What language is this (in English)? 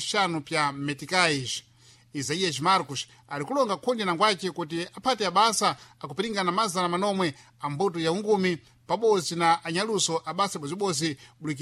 Sena